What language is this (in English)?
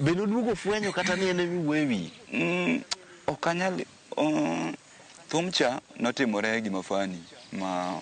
Luo (Kenya and Tanzania)